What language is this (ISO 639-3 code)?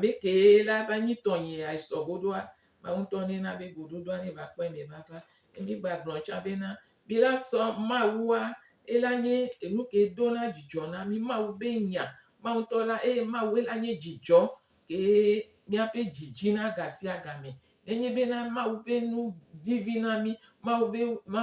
gej